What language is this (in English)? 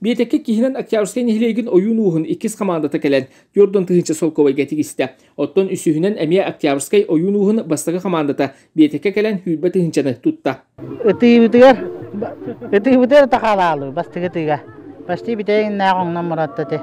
Yakut